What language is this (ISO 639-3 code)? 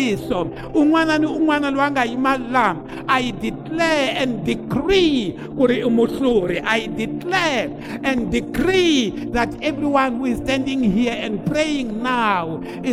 tso